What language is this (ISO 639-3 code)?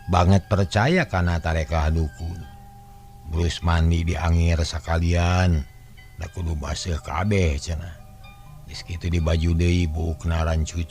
sun